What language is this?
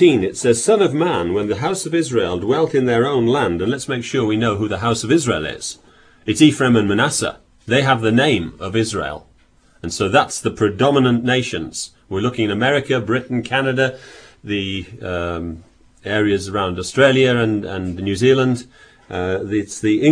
English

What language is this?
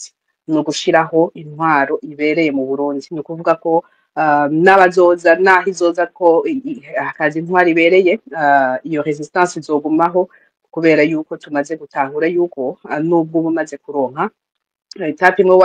Rundi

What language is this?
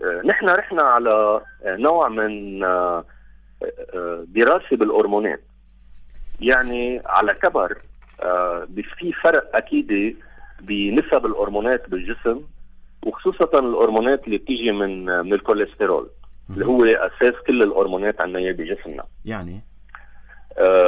North Levantine Arabic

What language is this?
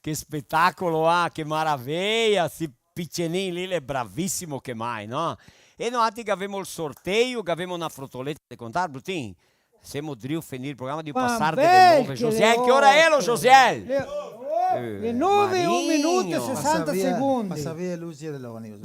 Venetian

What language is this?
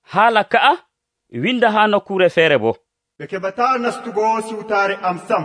Nigerian Fulfulde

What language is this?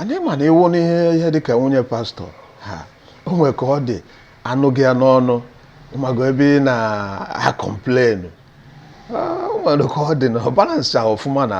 Igbo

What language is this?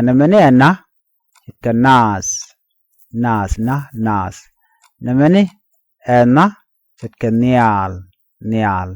Nuer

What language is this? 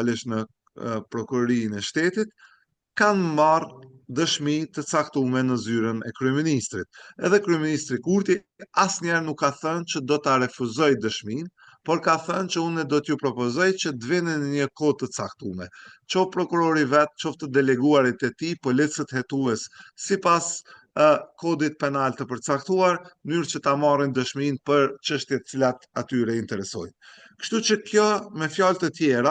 Albanian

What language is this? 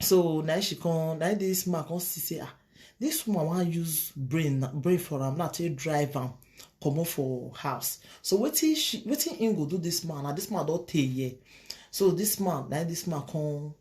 Nigerian Pidgin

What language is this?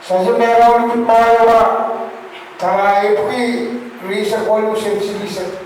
Pohnpeian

